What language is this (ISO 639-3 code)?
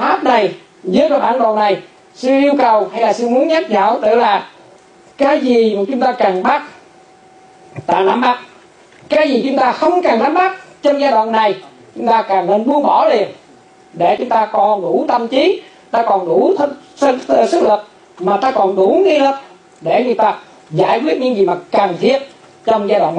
vie